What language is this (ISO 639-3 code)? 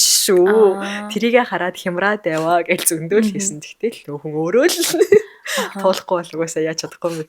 mon